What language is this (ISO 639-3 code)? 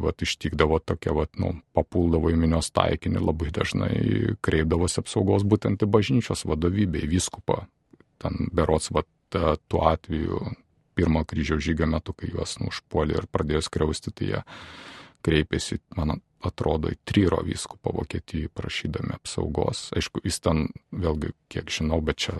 lit